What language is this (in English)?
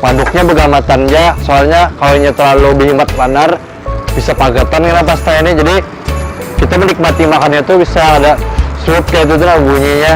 Banjar